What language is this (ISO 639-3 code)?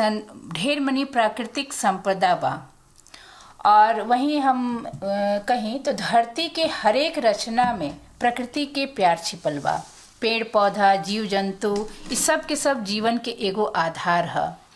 bho